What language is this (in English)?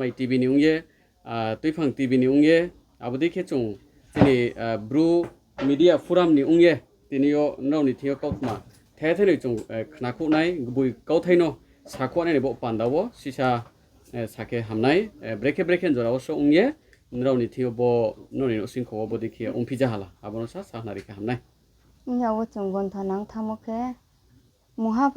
Riang (India)